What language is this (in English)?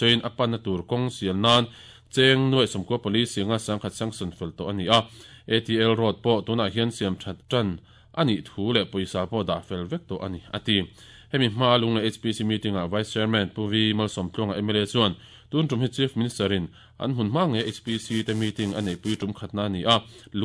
Mizo